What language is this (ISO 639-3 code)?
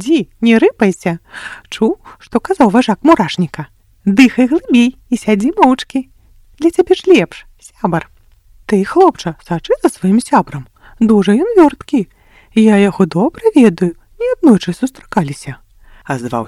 bel